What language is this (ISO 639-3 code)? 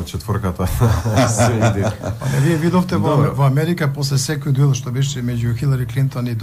mkd